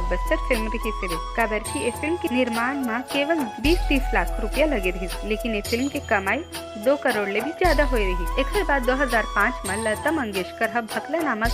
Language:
Chhattisgarhi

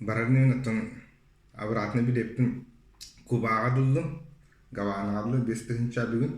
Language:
Yakut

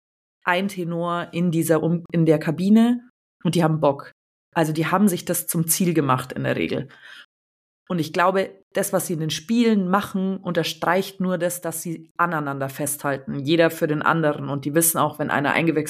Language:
German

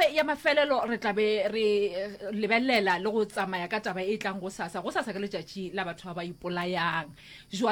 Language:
Northern Sotho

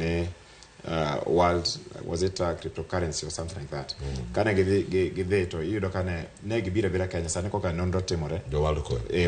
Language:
Luo (Kenya and Tanzania)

